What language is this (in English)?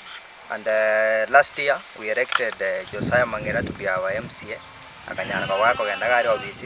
Gusii